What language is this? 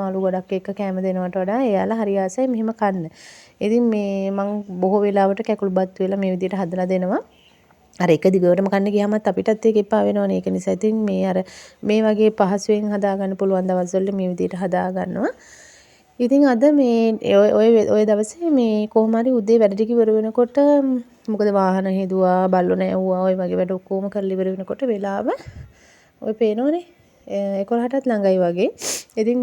Sinhala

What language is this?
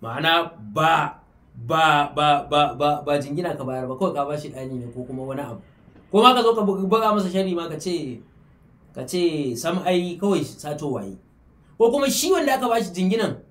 Hausa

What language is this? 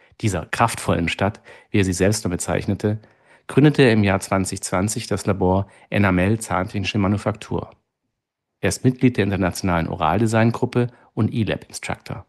German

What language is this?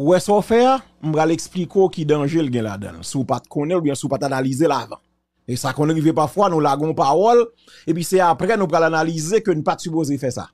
Haitian Creole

